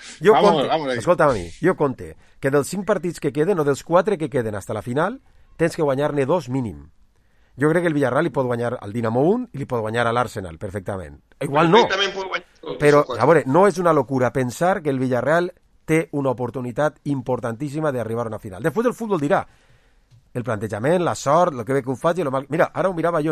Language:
Catalan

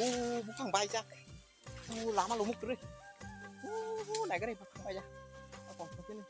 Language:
Kok Borok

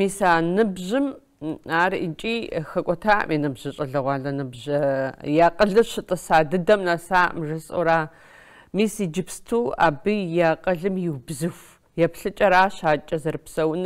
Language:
Kabardian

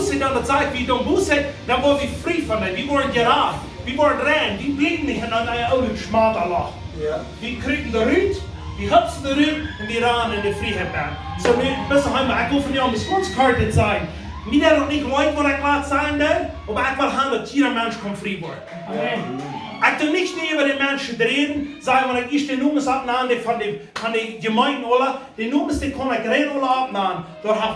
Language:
Plautdietsch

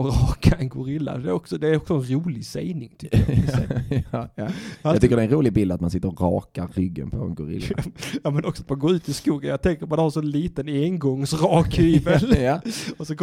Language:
Swedish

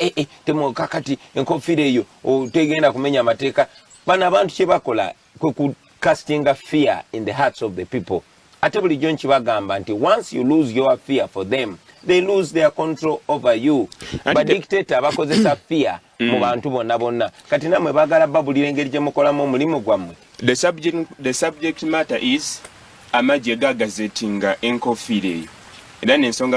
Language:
Ganda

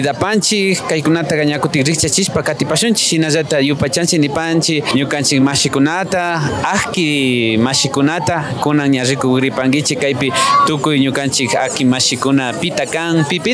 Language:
Imbabura Highland Quichua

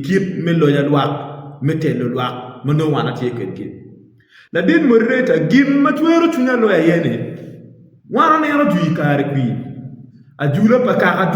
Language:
Acoli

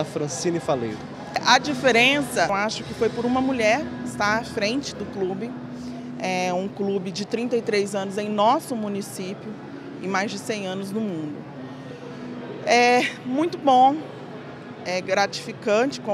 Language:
Portuguese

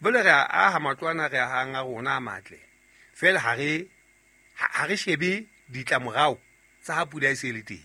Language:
Southern Sotho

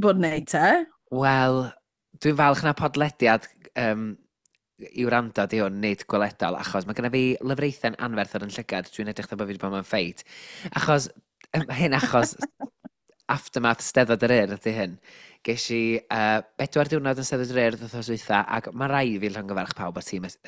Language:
Welsh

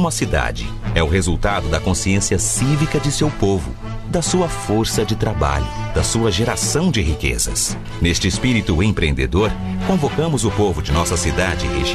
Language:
Portuguese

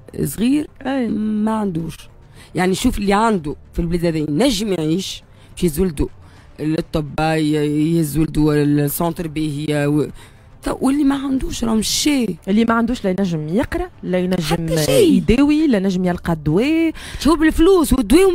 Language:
Tunisian Arabic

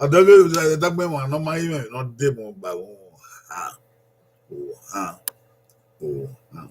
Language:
Bini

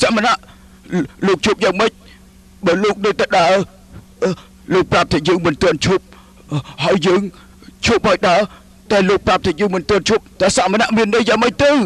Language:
Khmer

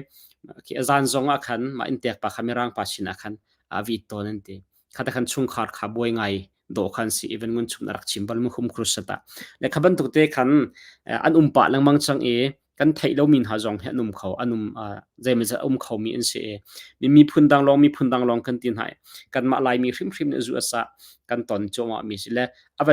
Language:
Hakha Chin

